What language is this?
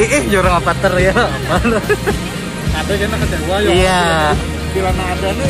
Banjar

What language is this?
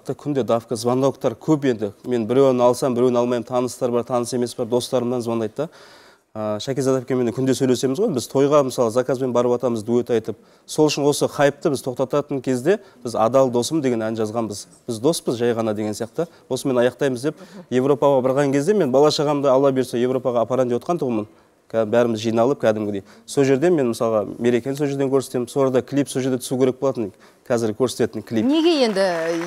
Kazakh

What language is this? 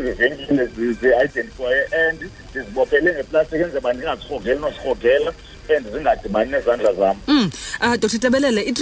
Xhosa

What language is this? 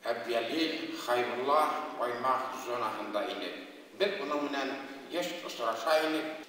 Bashkir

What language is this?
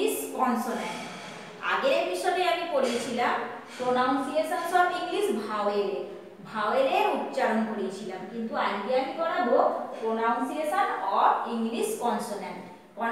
Bangla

